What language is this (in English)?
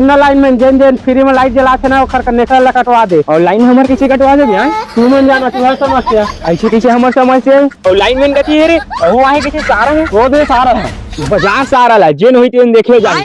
Chhattisgarhi